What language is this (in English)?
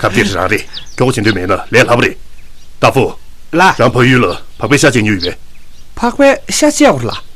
Tibetan